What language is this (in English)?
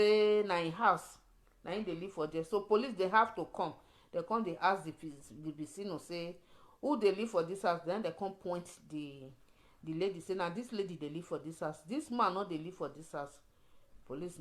Nigerian Pidgin